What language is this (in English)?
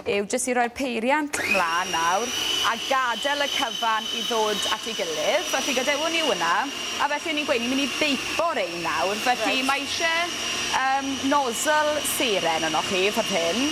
Welsh